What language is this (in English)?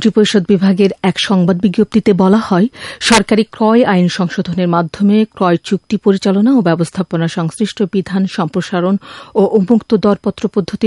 Bangla